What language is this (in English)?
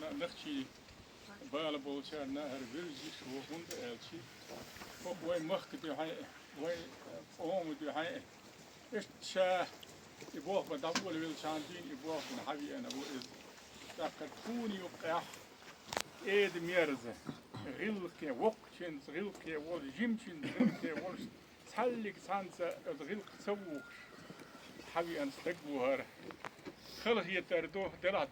Chechen